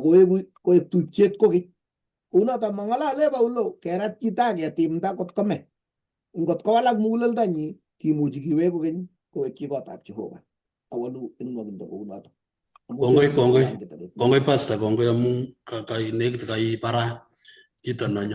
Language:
Kalenjin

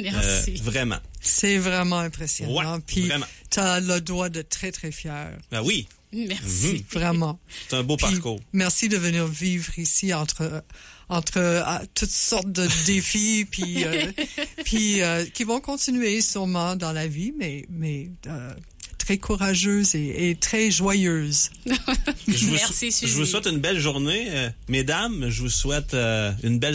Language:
French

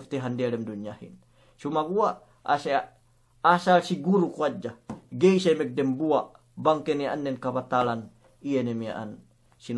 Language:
Yakan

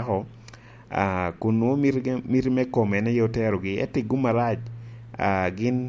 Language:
Lango (Uganda)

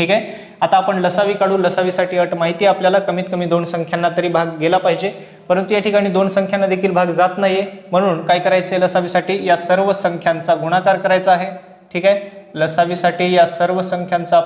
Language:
Marathi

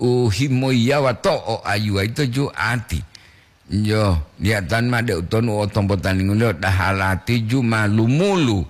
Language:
Gorontalo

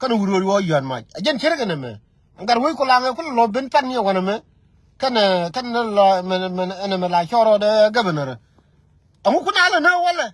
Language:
Nuer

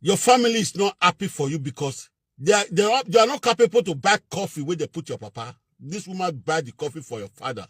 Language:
Nigerian Pidgin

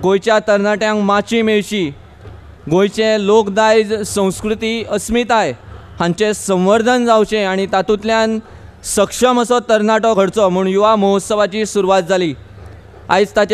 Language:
Konkani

